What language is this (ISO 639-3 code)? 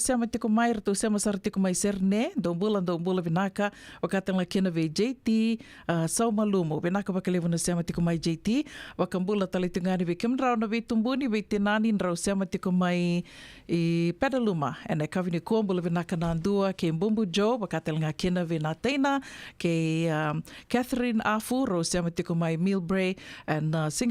fij